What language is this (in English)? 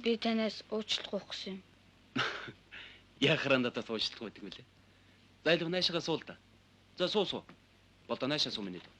Mongolian